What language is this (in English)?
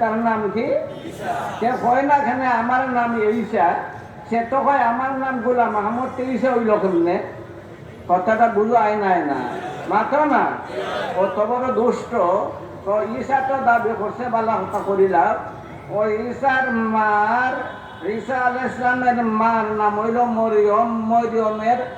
Sylheti